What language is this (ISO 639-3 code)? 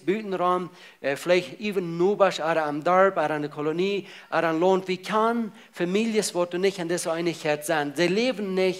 pdt